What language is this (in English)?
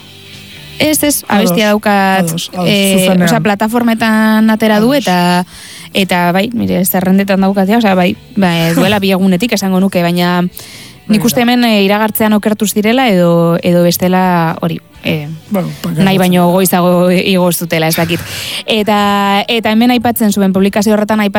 Basque